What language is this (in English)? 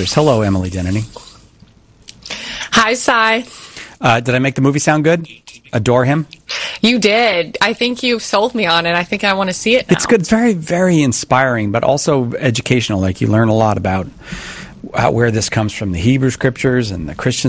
English